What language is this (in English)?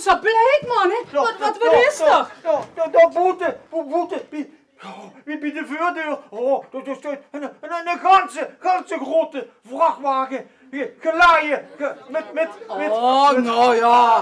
Limburgish